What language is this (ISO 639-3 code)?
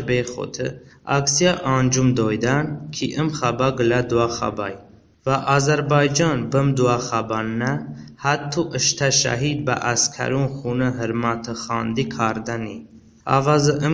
tly